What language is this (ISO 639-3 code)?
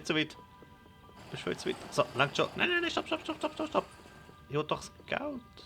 gsw